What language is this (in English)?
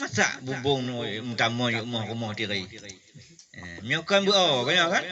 Achinese